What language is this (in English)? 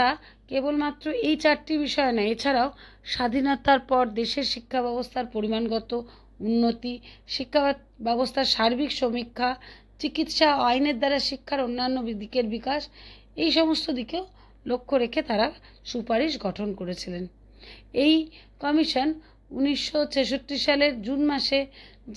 Bangla